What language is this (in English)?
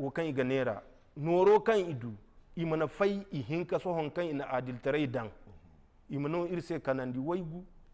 Zarma